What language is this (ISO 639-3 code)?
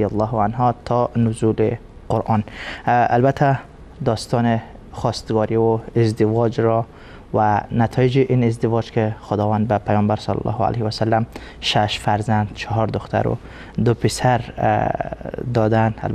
fas